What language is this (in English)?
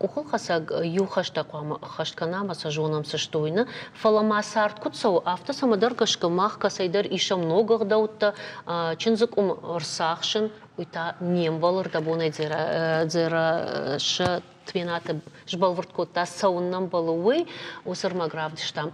Ossetic